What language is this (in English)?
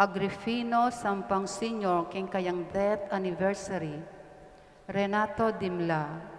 Pampanga